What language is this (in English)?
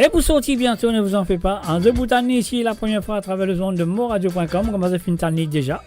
Morisyen